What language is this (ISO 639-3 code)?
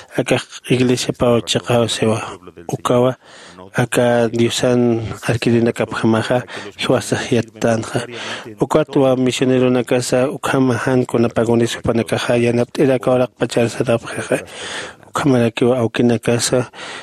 aym